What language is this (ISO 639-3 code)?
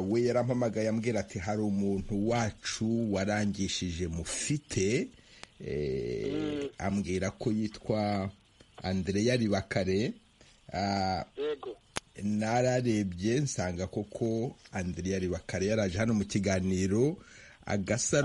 kin